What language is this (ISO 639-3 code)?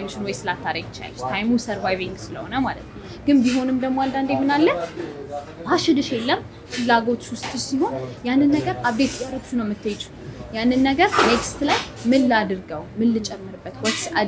amh